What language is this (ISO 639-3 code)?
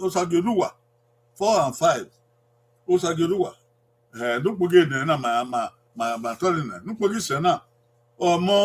bin